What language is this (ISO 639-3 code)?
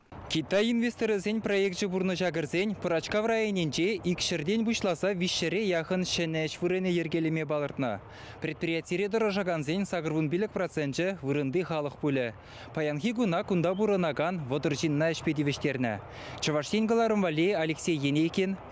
chv